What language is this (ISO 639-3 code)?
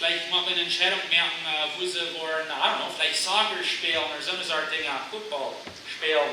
pdt